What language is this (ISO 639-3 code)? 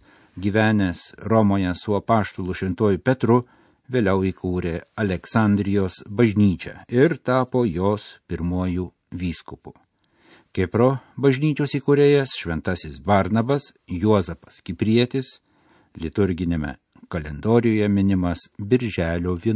lit